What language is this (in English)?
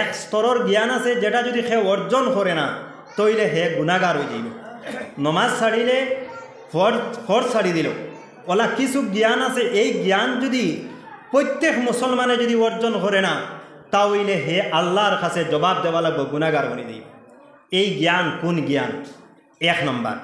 Sylheti